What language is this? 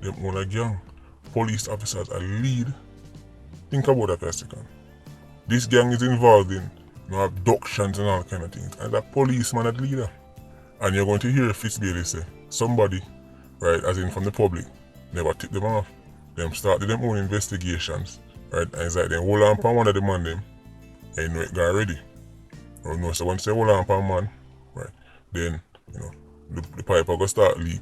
Jamaican Creole English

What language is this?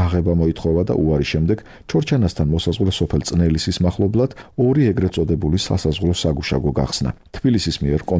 Georgian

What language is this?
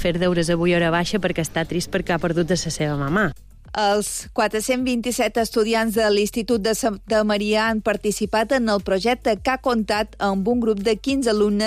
Catalan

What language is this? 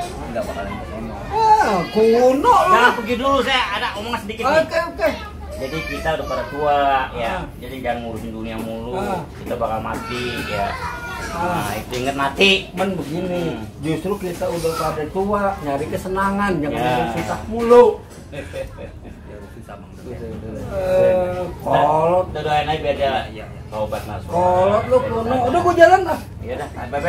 Betawi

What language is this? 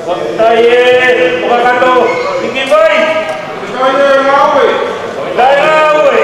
Tongan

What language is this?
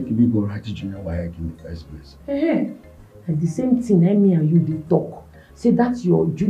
Nigerian Pidgin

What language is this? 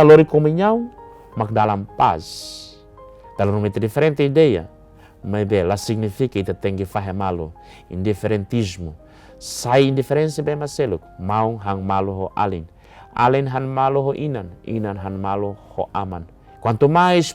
Tetum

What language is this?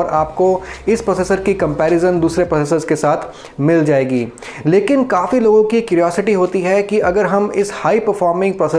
Hindi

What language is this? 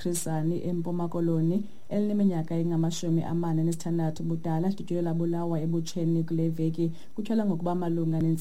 Xhosa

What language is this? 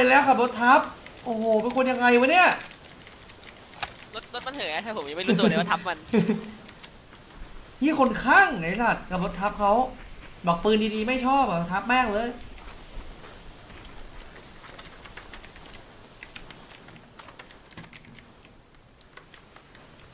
Thai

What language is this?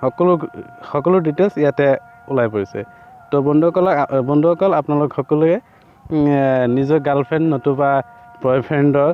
Assamese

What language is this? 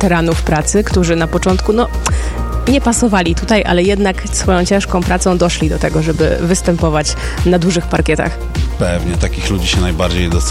Polish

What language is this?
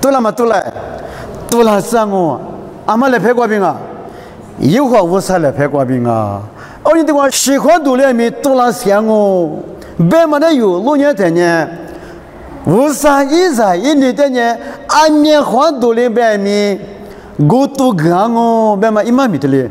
Lisu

